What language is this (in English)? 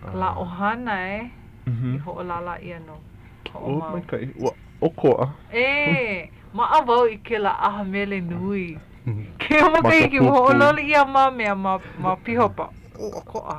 Hawaiian